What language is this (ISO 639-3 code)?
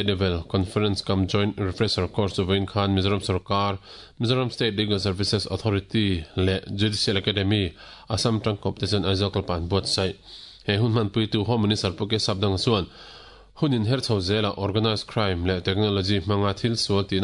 lus